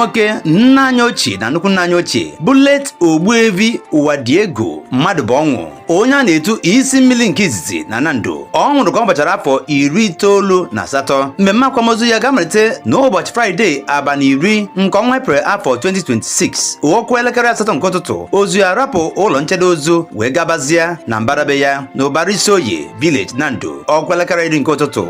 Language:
Igbo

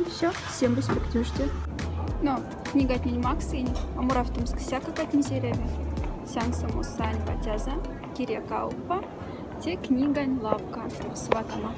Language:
Moksha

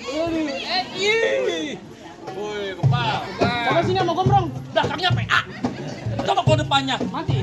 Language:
Betawi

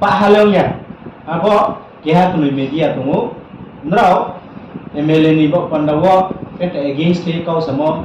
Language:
Riang (India)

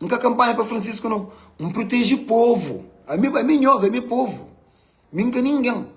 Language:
Kabuverdianu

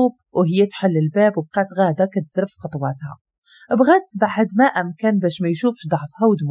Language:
Moroccan Arabic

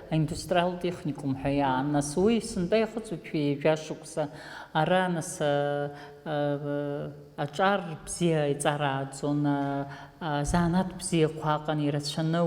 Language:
Abkhazian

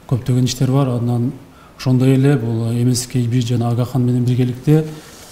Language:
Kyrgyz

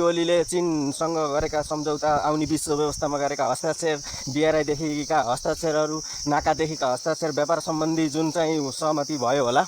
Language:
Nepali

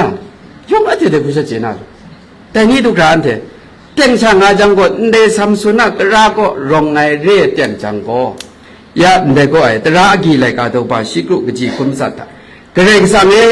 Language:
Kachin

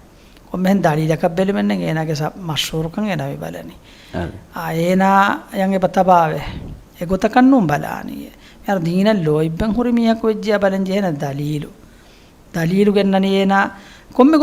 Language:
Divehi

